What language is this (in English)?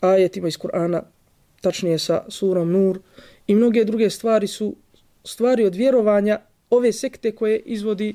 Bosnian